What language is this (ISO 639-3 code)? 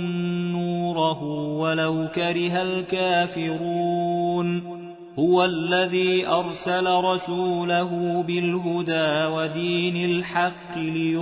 ara